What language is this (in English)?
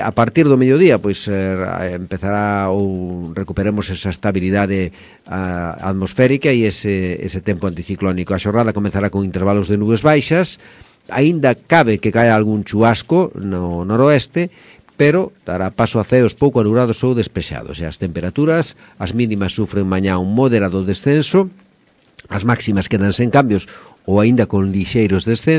Galician